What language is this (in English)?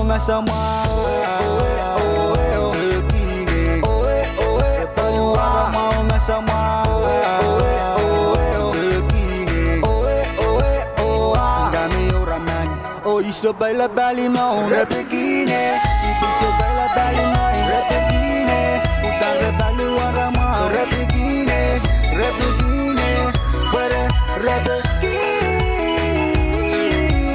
Pohnpeian